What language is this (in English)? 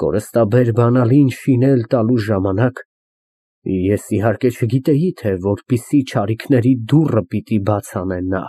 Armenian